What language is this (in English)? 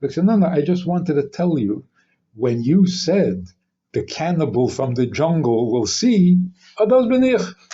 Yiddish